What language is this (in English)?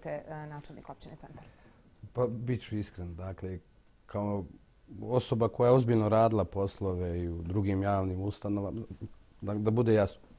Bosnian